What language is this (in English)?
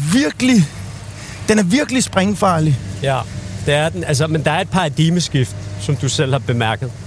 Danish